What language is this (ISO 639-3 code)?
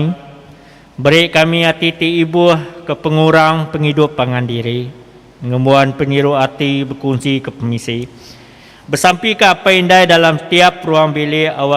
iba